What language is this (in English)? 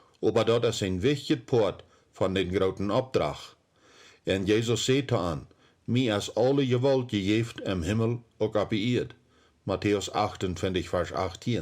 Plautdietsch